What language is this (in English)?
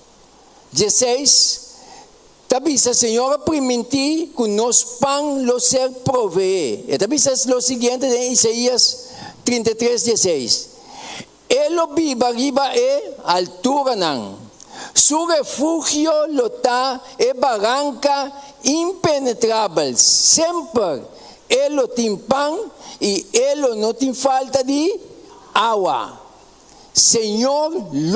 Papiamento